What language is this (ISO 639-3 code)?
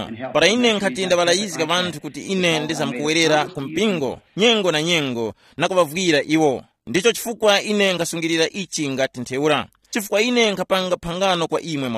tum